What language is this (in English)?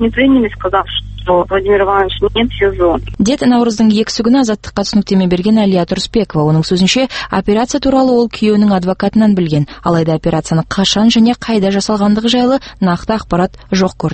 Kazakh